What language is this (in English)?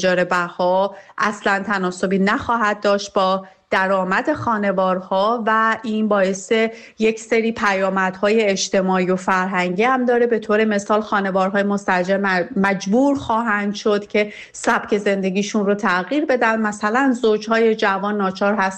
Persian